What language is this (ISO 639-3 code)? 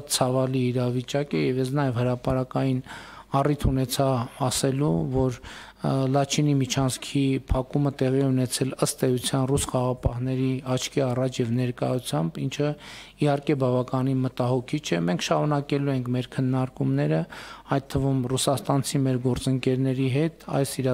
hye